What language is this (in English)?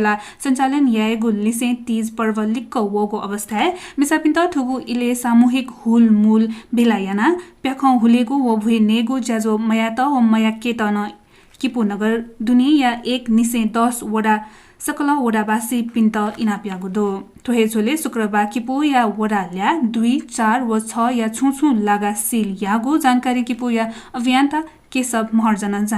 Newari